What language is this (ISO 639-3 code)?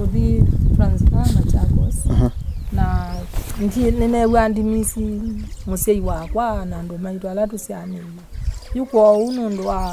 kam